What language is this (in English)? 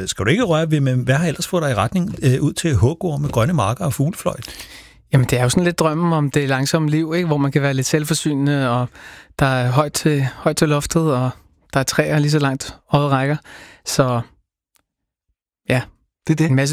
Danish